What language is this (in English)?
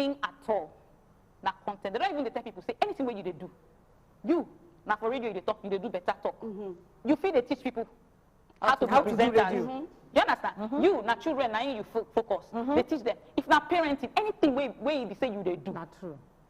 Nigerian Pidgin